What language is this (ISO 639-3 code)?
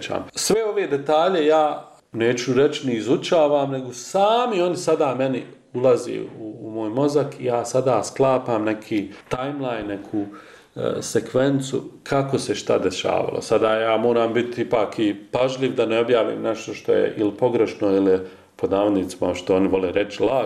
bos